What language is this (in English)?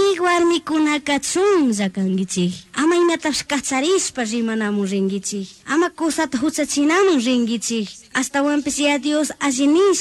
Chimborazo Highland Quichua